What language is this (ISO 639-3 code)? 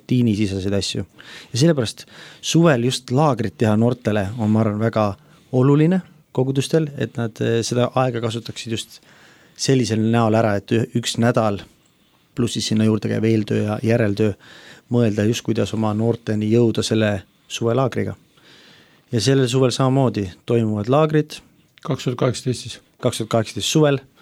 est